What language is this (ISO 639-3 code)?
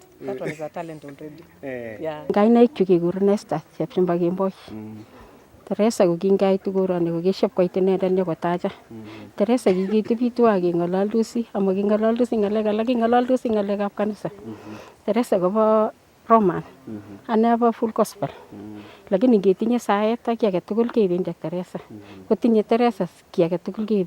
niq